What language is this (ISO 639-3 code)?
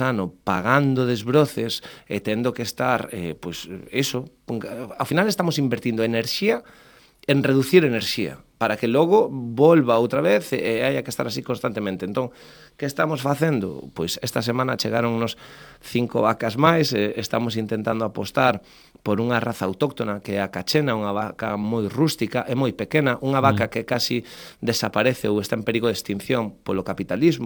glg